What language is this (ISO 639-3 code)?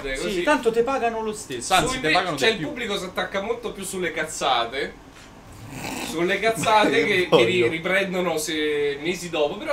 ita